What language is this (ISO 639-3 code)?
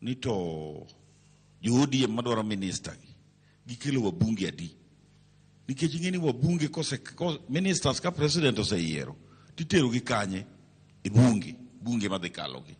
luo